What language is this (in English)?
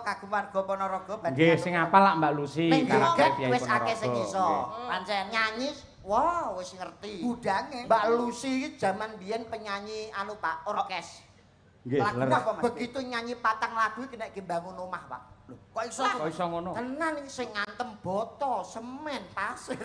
Javanese